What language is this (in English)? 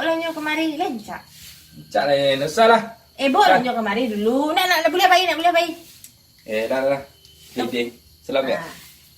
Minangkabau